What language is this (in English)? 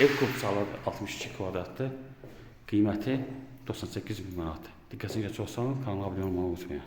Azerbaijani